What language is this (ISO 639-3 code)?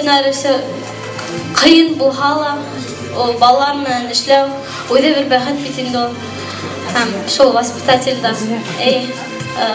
bak